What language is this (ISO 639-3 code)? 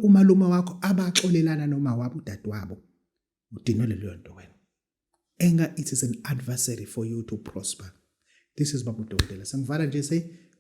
zul